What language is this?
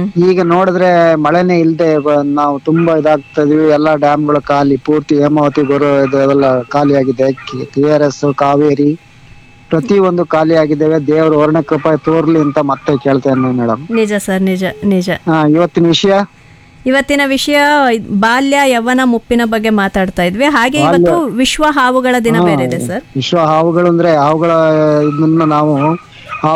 Kannada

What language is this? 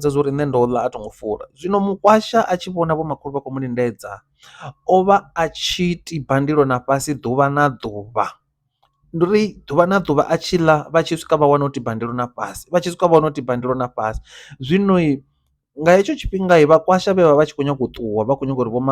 Venda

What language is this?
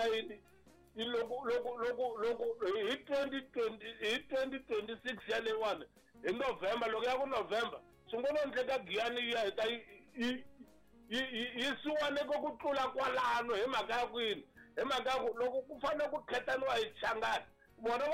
Tsonga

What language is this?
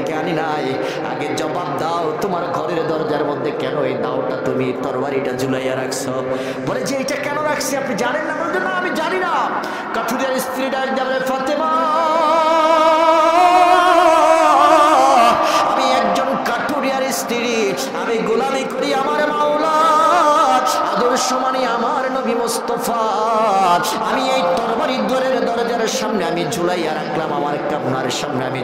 Bangla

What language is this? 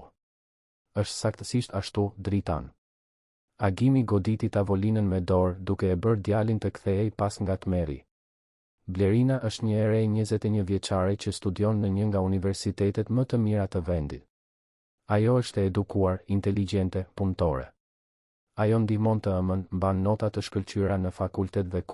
Albanian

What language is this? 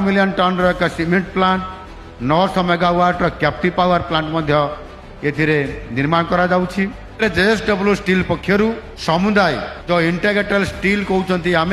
Odia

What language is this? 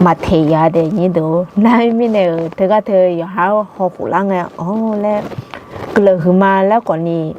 Akha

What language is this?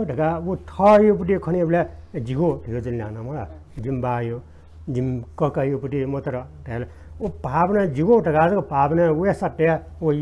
Newari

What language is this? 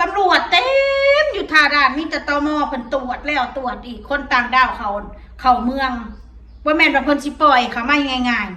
Northeastern Thai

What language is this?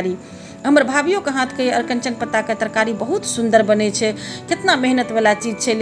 Maithili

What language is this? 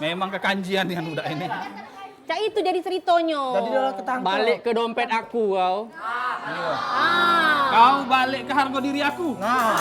Musi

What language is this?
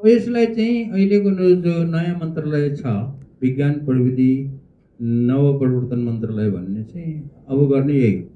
Nepali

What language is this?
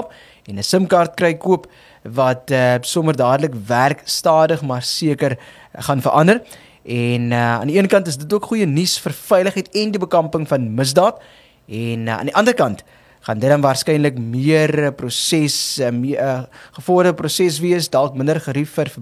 Afrikaans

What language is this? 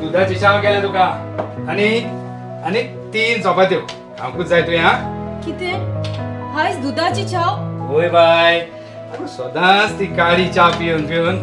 Konkani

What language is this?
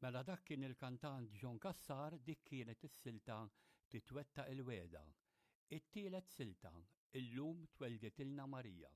Maltese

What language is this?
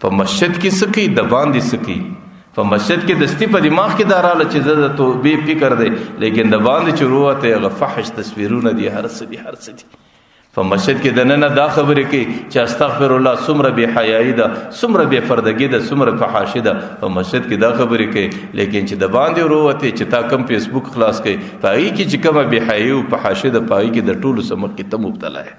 Pashto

